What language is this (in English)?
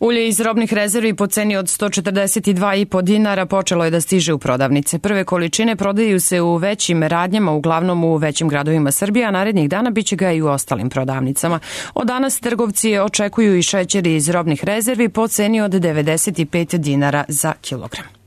Serbian